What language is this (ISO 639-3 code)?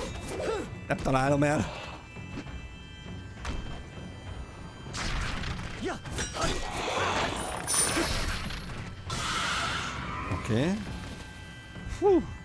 hun